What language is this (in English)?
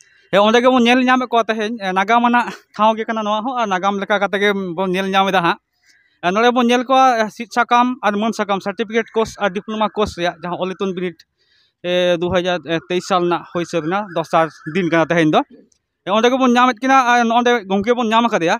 Santali